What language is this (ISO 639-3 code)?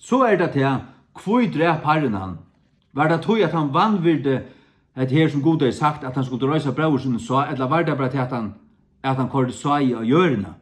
fao